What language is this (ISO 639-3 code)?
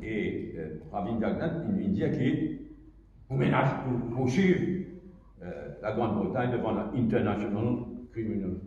mfe